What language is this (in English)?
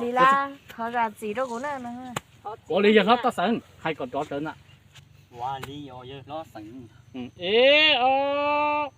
Hmong